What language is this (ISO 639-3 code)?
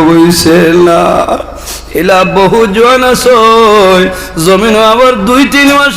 syl